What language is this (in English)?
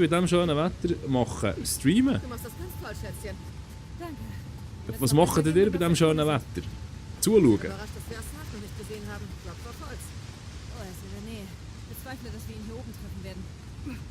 Swiss German